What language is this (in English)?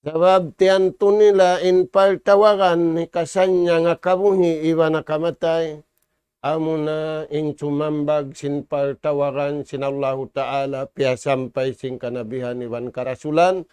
Tausug